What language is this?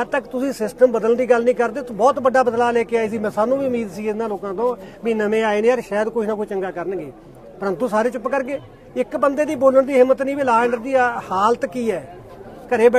Punjabi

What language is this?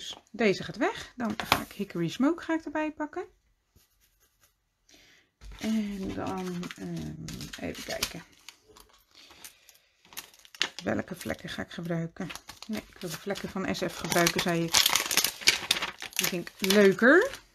Dutch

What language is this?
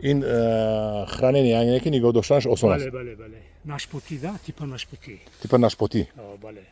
Tajik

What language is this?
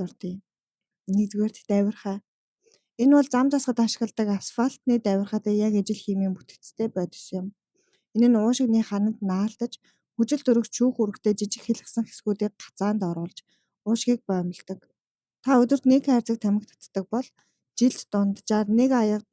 Mongolian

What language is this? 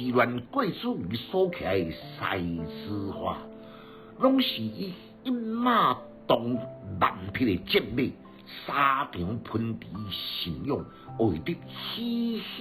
Min Nan Chinese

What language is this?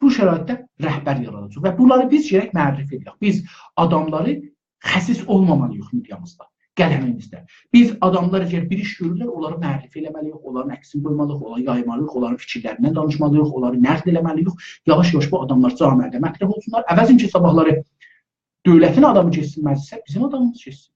South Azerbaijani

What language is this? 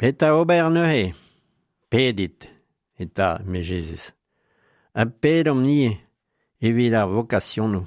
Breton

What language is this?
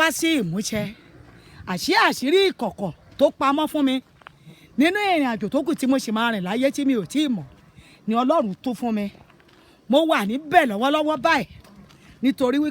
Yoruba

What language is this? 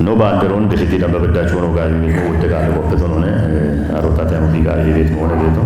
Kafa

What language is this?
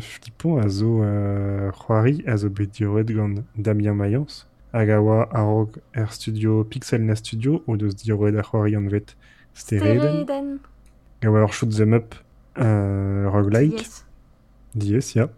Breton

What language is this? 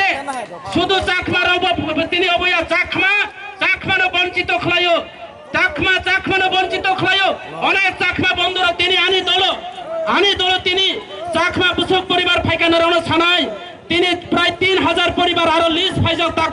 Kok Borok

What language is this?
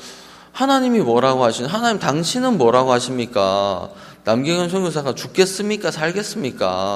Korean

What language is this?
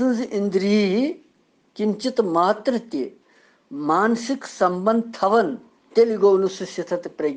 Kashmiri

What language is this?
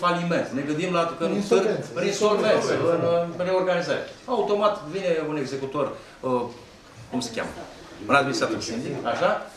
Romanian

